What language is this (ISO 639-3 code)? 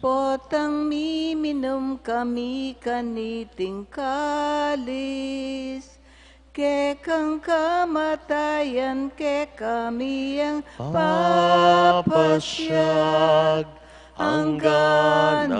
pam